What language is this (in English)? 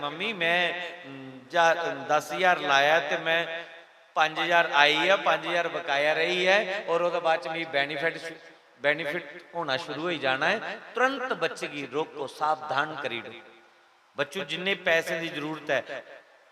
Dogri